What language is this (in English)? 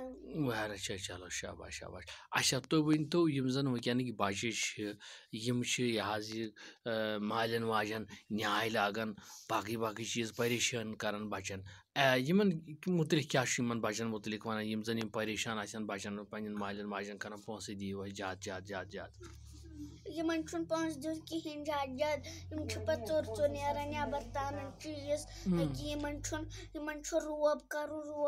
Kashmiri